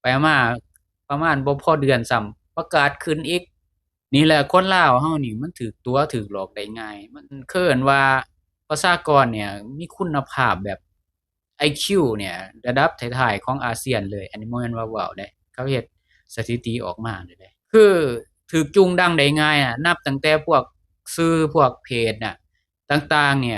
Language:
Lao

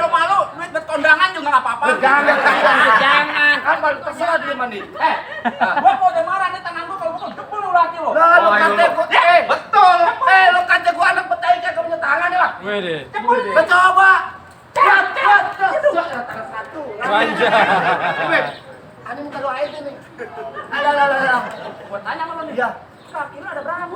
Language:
Betawi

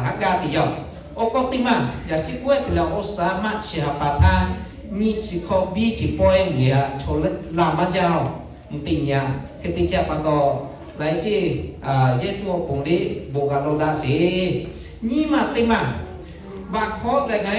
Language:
Lahu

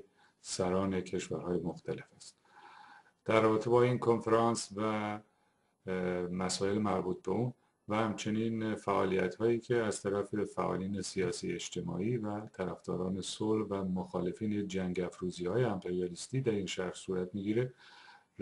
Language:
Persian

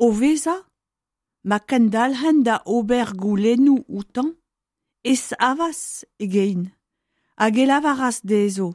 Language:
Breton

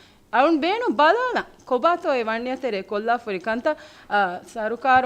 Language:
Divehi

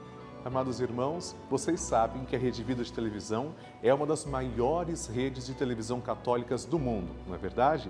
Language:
Portuguese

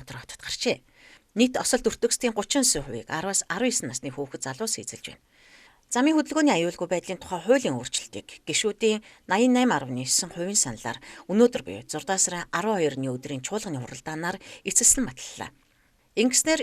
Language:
Mongolian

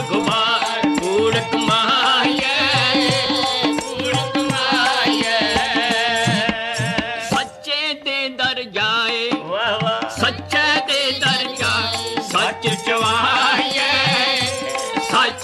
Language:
Punjabi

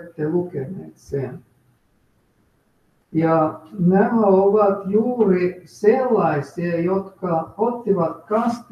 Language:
Finnish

